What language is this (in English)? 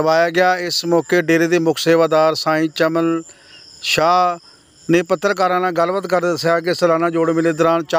Punjabi